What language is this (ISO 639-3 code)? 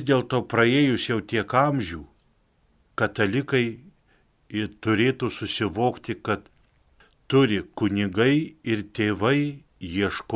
lit